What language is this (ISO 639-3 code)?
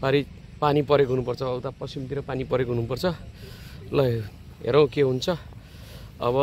nep